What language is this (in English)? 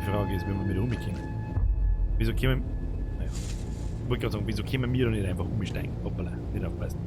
Bavarian